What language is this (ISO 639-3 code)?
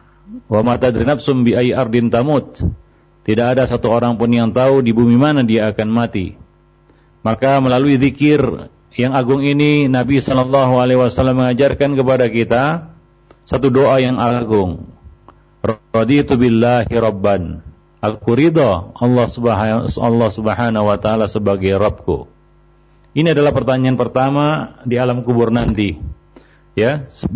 ind